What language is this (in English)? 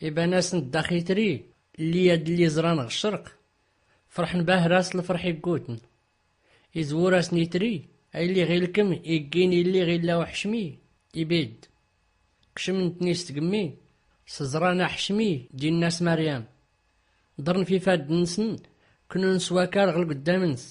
Tachelhit